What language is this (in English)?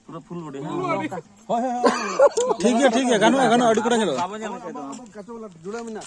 Santali